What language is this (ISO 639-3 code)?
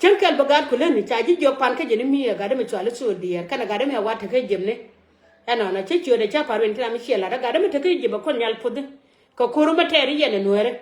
nus